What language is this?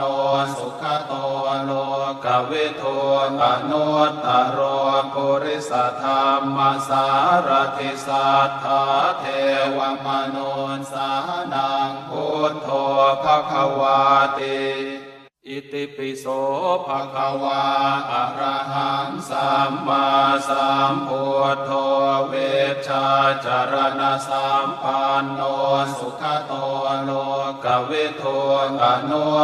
Pali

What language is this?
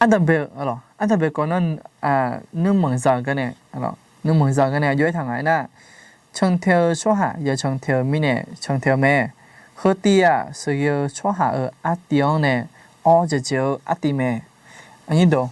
Akha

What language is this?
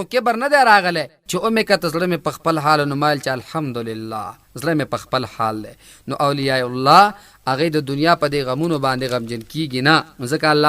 Pashto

